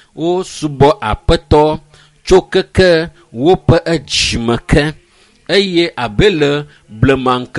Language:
Ewe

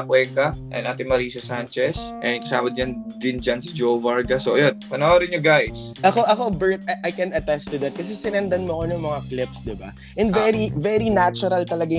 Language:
Filipino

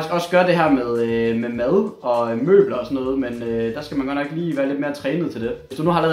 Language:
Danish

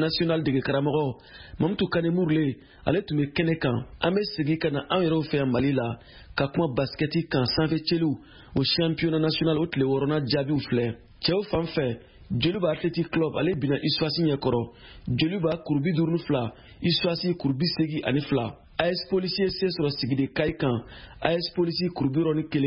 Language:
Bambara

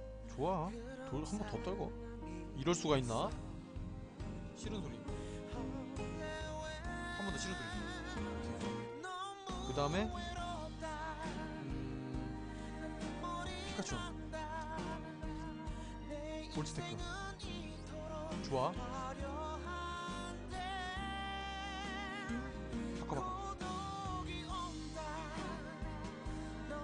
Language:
Korean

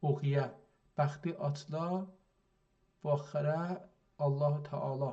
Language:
South Azerbaijani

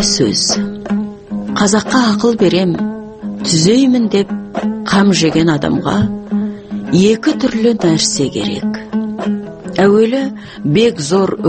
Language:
Kazakh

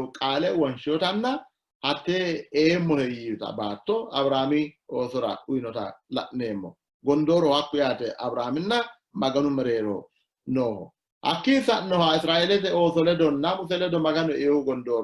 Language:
Sidamo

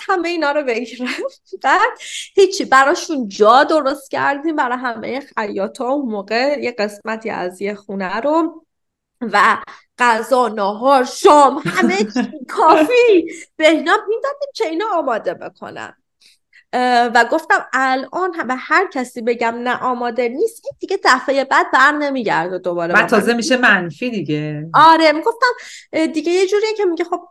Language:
Persian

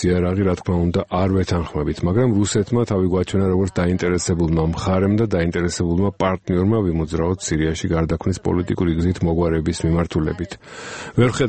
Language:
Georgian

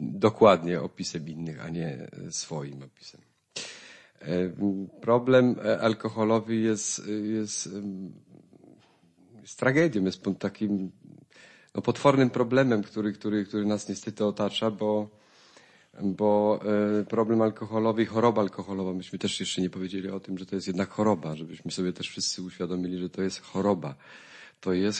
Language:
Polish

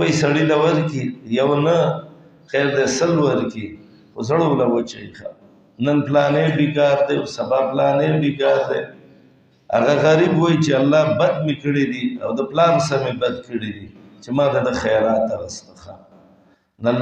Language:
Pashto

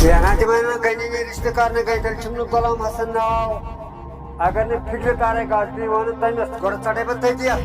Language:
Kashmiri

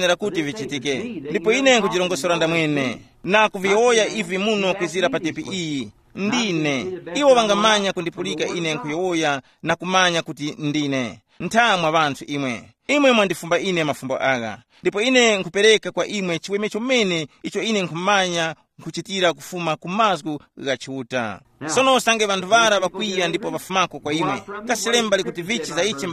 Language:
Tumbuka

